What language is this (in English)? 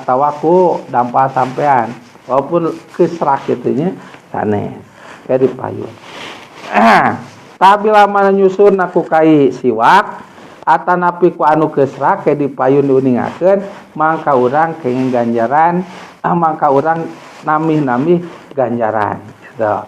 Sundanese